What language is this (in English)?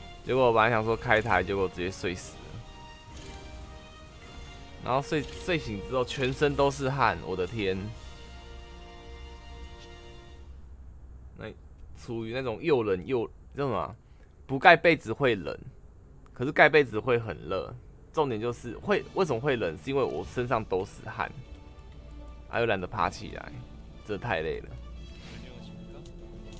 Chinese